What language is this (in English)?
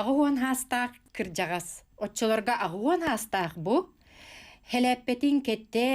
Yakut